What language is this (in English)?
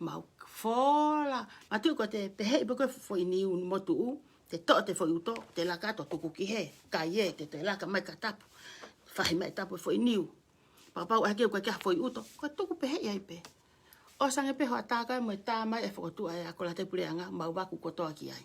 Tongan